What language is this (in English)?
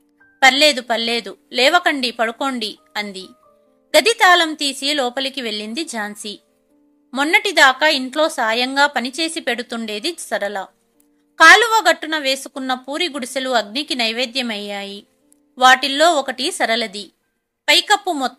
Telugu